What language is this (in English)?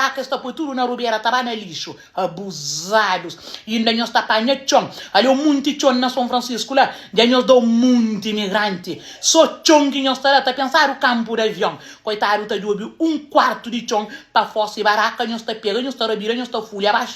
Kabuverdianu